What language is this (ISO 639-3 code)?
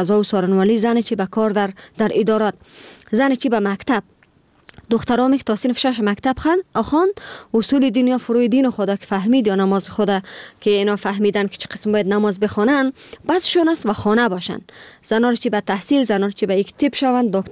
fas